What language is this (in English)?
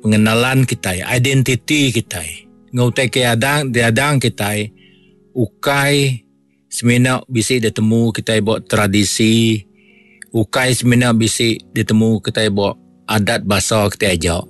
Iban